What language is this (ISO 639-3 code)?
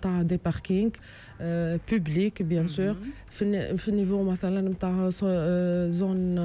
aeb